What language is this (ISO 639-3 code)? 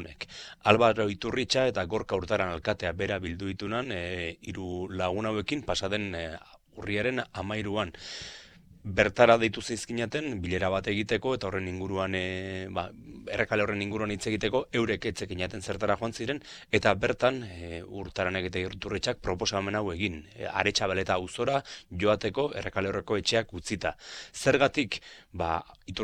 eus